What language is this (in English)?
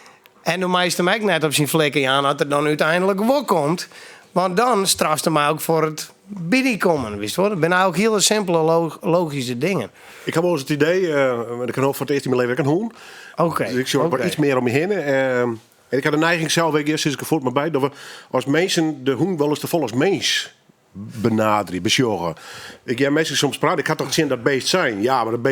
Western Frisian